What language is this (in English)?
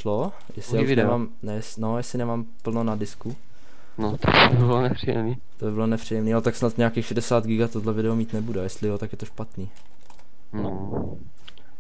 Czech